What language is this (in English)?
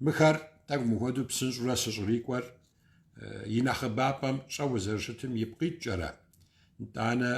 Kabardian